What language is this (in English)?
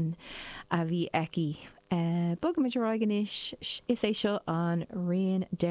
Irish